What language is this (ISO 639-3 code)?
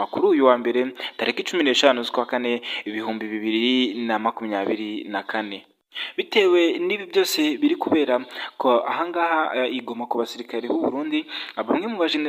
kin